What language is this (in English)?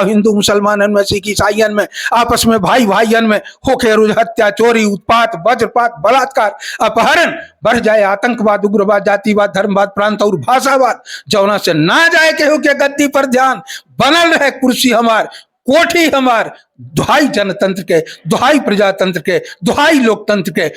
Bhojpuri